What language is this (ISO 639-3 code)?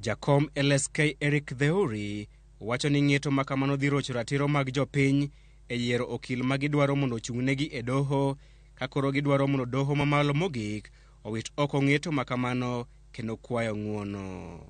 luo